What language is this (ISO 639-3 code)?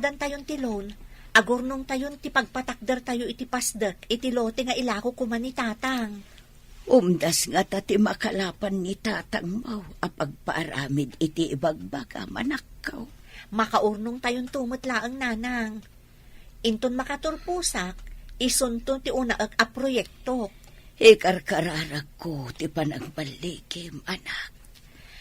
ilo